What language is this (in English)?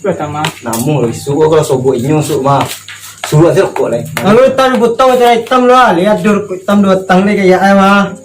Minangkabau